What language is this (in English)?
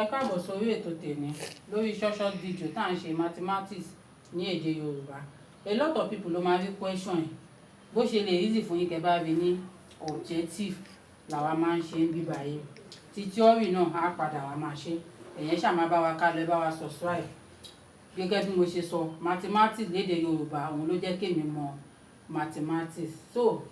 Yoruba